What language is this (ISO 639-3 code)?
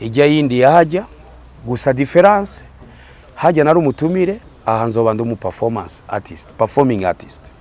run